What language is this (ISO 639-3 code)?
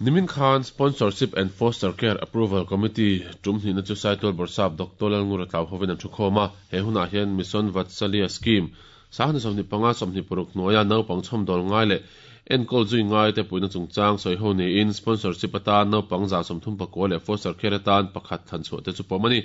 lus